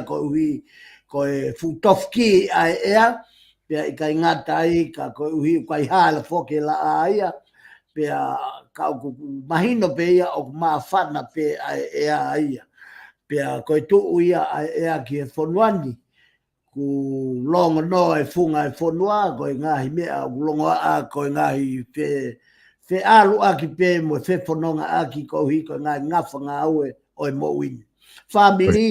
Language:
Tongan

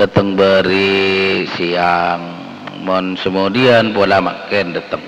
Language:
Madurese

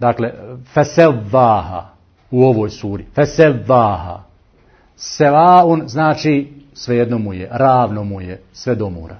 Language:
Bosnian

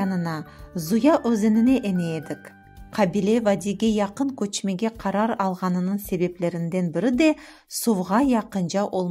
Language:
Crimean Tatar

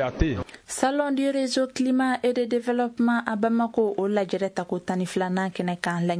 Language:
Bambara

